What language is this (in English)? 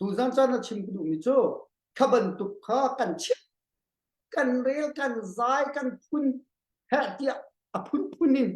Hakha Chin